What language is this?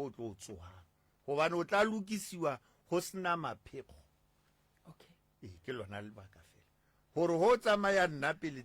Northern Sotho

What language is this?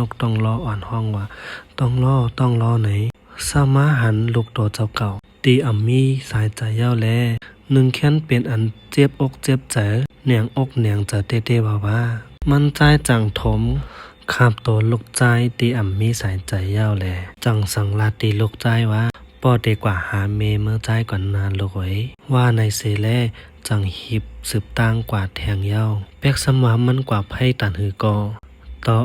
Shan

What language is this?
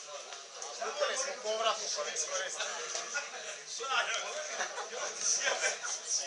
Croatian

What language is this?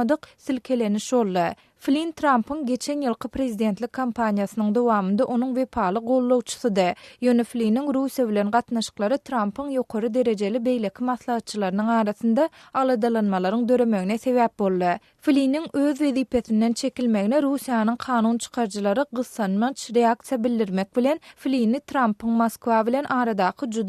Turkmen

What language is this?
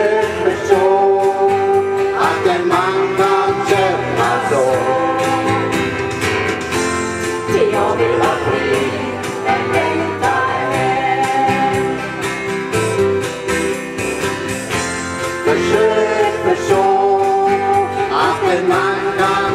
Swedish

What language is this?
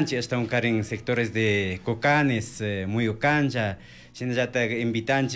Chimborazo Highland Quichua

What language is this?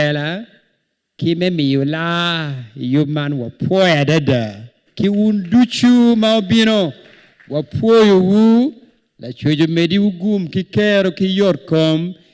Acoli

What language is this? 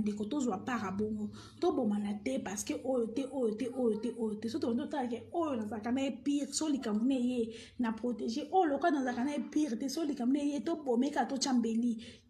Lingala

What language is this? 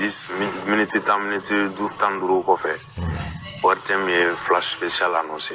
Bambara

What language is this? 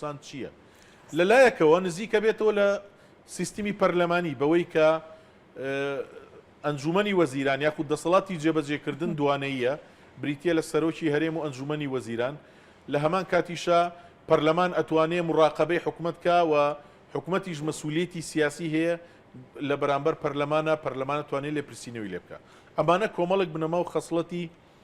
Central Kurdish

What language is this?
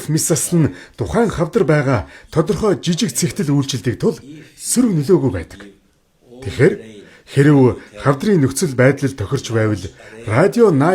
Mongolian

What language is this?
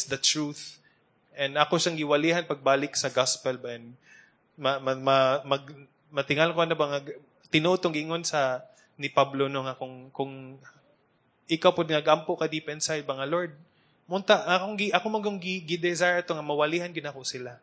Cebuano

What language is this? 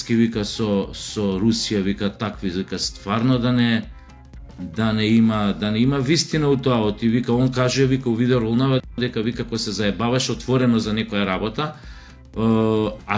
Macedonian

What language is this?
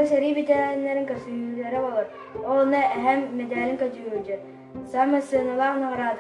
Yakut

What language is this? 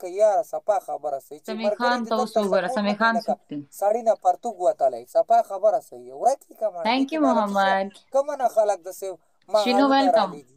Pashto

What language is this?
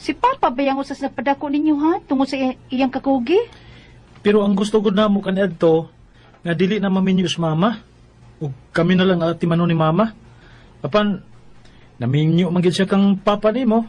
Cebuano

